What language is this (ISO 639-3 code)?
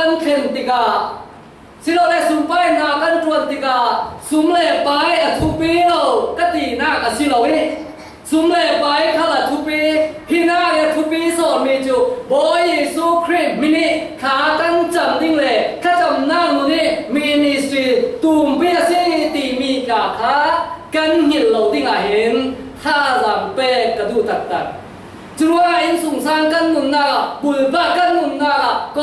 cfm